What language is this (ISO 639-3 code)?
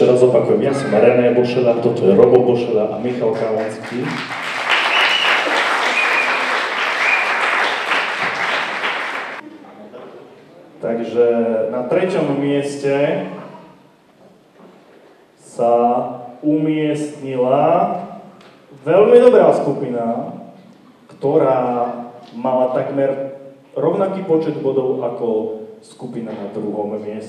slk